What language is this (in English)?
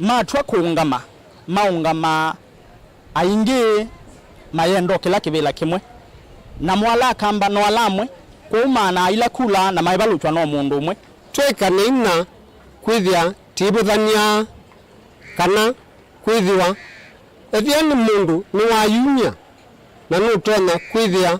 Kamba